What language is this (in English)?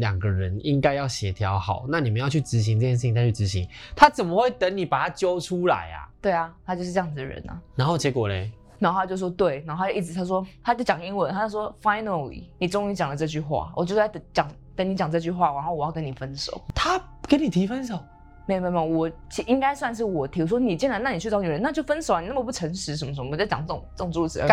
Chinese